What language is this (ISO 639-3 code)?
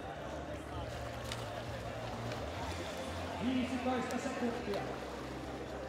fin